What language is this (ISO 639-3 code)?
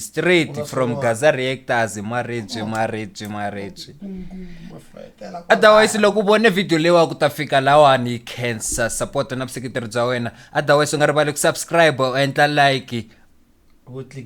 tso